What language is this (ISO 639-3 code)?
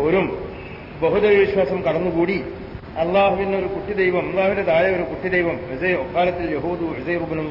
mal